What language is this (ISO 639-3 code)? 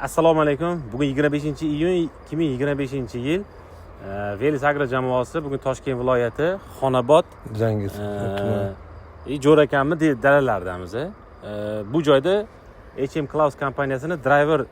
uzb